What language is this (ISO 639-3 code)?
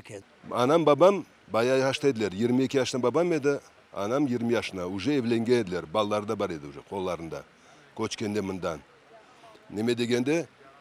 crh